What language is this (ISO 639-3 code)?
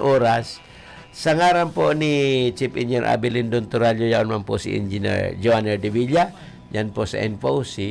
bik